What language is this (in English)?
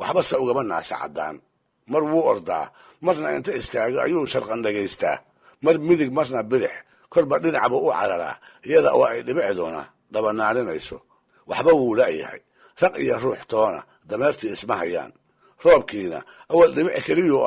Somali